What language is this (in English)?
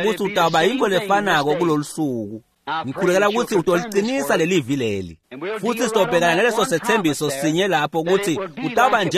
Swati